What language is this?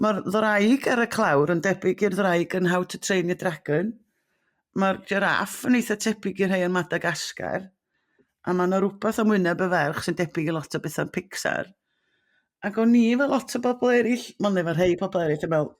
Welsh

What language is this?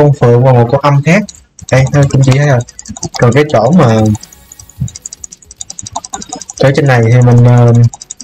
Vietnamese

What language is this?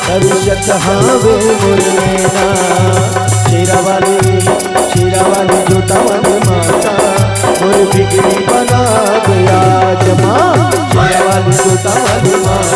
Chhattisgarhi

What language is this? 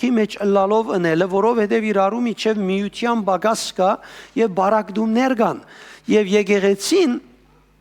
Western Armenian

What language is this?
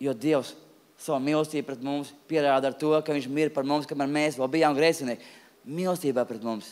Latvian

